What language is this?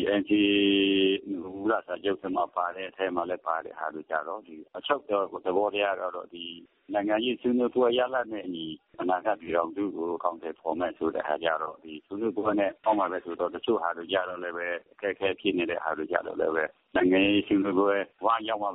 Burmese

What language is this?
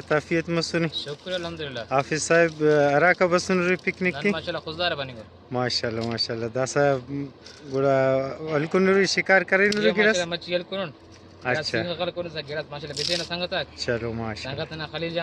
Brahui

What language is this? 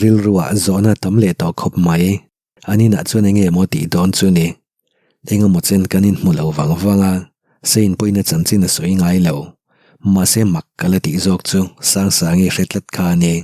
Mizo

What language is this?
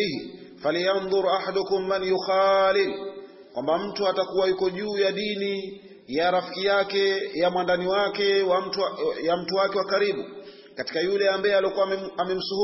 Swahili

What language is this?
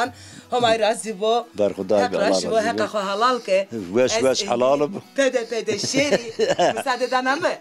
Zaza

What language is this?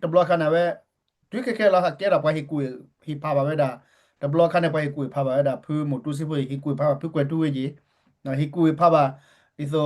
S'gaw Karen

